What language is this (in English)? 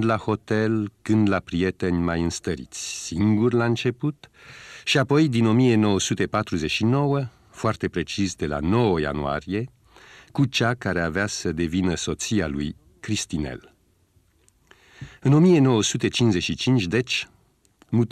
Romanian